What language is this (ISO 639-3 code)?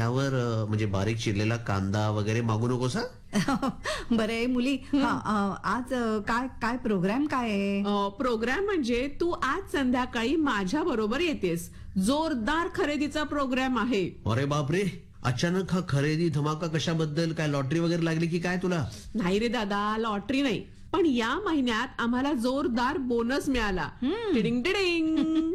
mar